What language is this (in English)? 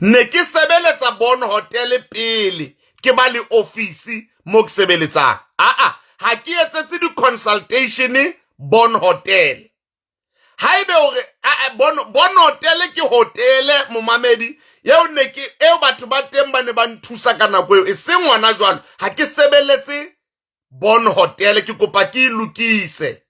Southern Sotho